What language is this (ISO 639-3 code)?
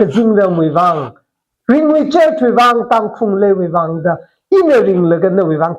nmf